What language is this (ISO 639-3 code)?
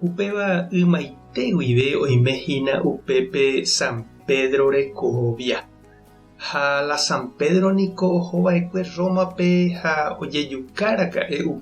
grn